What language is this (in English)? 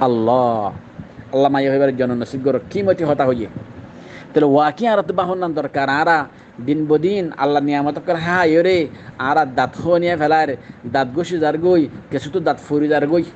Rohingya